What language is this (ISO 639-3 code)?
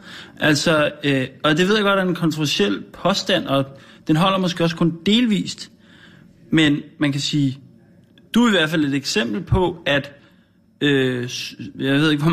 dan